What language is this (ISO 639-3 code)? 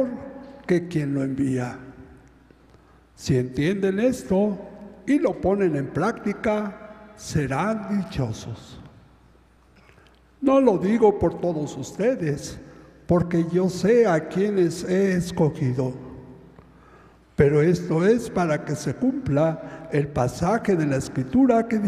spa